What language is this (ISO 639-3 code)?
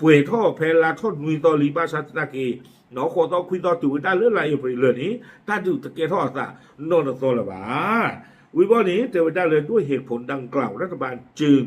ksw